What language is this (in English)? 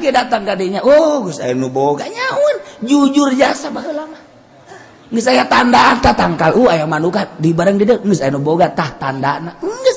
Sundanese